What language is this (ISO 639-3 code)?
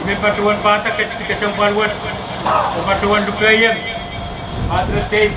pon